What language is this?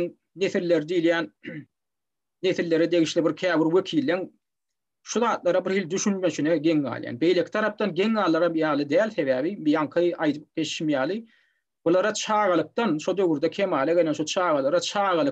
Turkmen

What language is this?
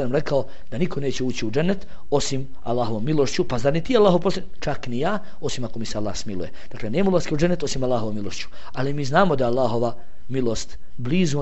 Bosnian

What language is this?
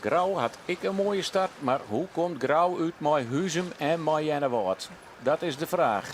Western Frisian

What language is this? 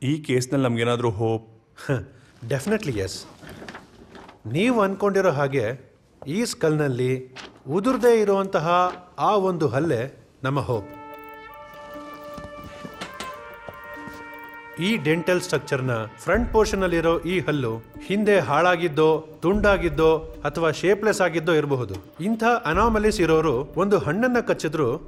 Kannada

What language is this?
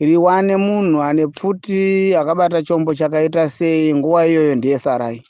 Shona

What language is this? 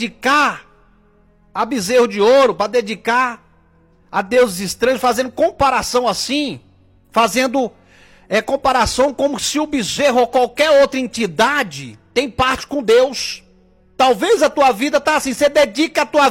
Portuguese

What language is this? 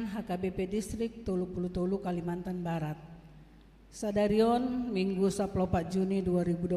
Batak Toba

